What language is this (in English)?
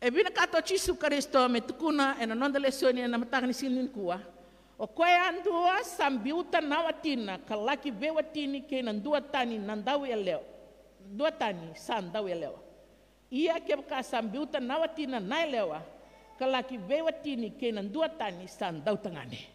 Fijian